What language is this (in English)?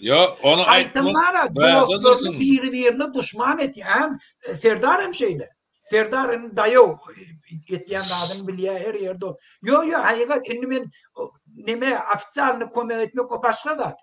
Turkmen